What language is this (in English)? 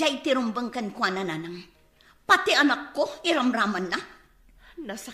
Iloko